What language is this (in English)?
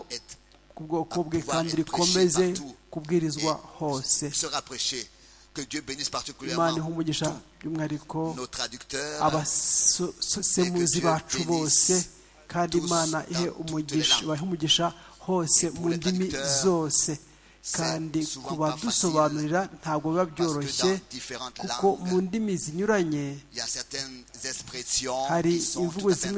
Kinyarwanda